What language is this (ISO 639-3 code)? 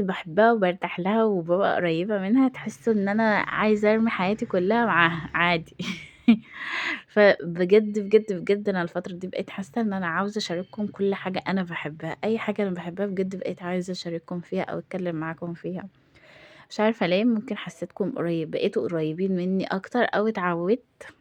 arz